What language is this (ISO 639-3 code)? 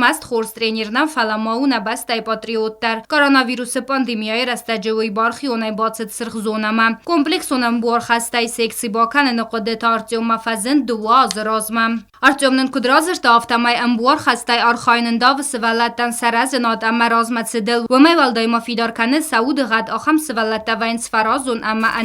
oss